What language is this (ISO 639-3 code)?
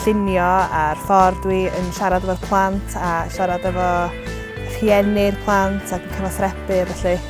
cym